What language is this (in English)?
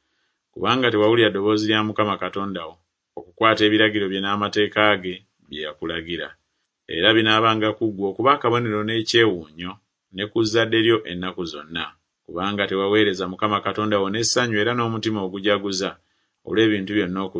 Ganda